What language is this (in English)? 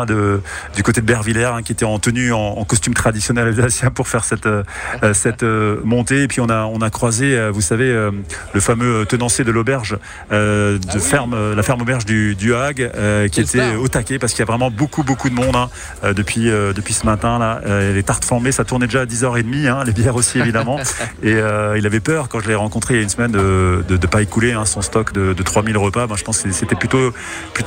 French